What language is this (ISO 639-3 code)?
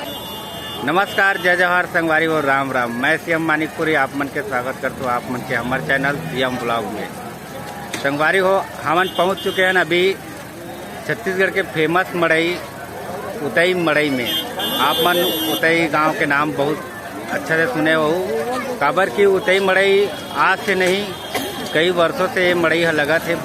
hne